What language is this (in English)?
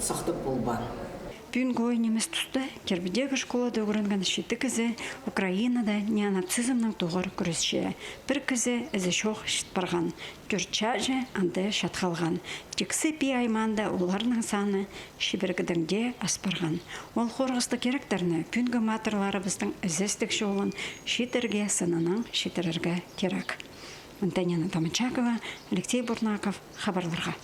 Khakas